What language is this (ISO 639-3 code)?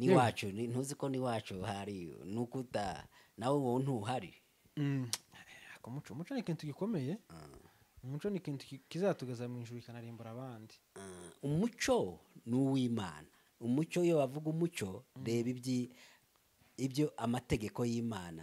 run